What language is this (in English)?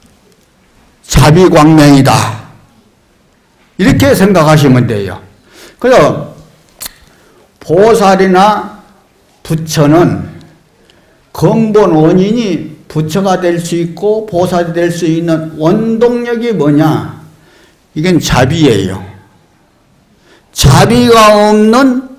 Korean